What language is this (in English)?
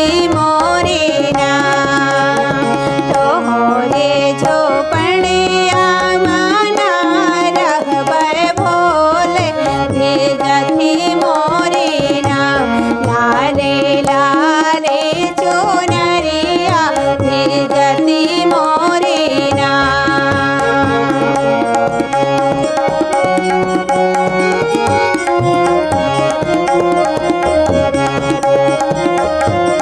Bhojpuri